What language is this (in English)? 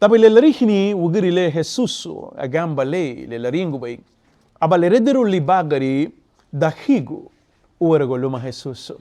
Garifuna